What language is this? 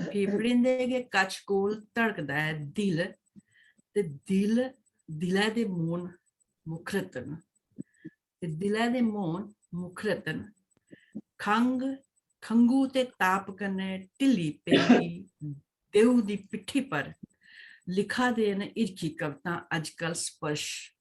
Dogri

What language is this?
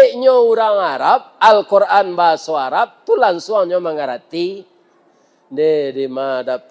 Minangkabau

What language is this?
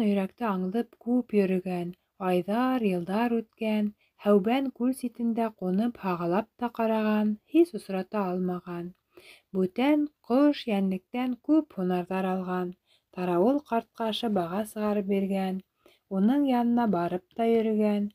Bashkir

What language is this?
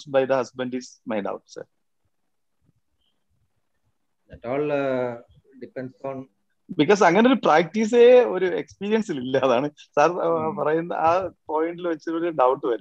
Malayalam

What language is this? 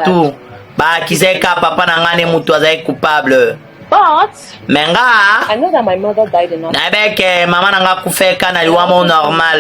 Lingala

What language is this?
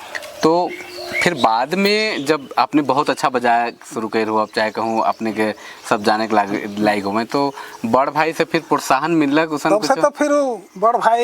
Sadri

